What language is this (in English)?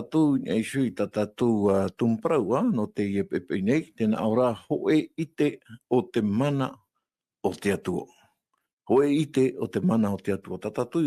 Tahitian